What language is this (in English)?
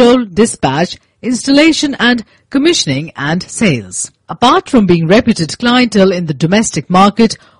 Tamil